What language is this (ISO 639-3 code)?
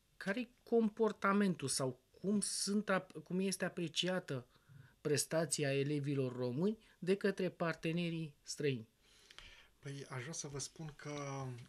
ron